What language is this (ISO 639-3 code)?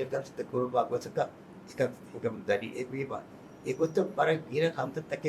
div